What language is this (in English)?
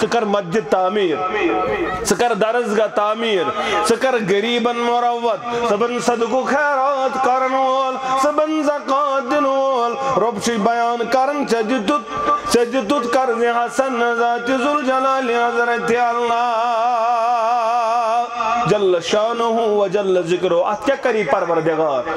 Kashmiri